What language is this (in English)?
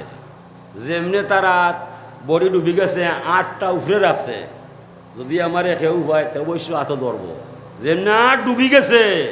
Sylheti